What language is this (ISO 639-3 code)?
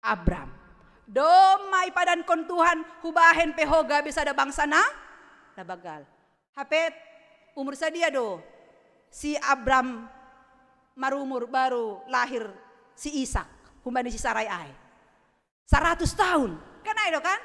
bts